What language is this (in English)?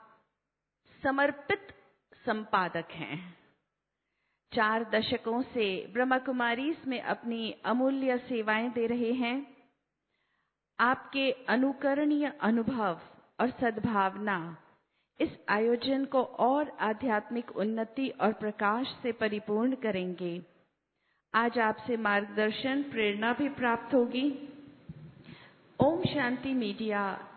Hindi